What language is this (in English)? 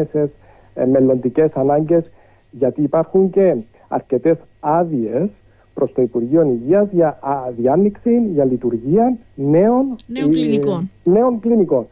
Greek